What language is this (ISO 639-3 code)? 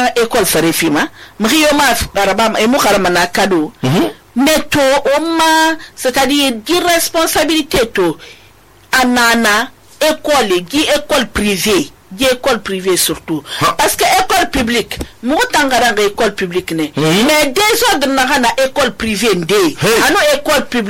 sus